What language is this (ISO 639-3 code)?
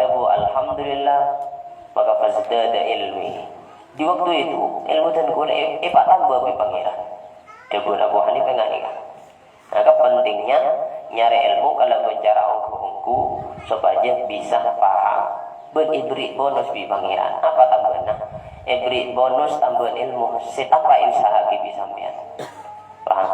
mad